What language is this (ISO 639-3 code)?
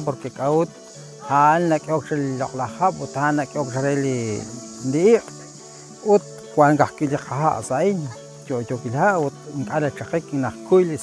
kek